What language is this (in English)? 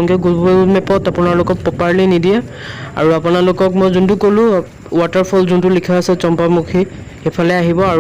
Assamese